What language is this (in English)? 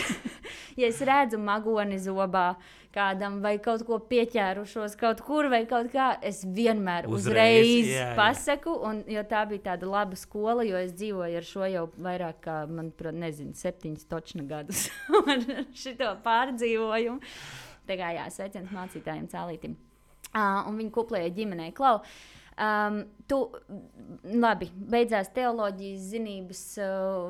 Latvian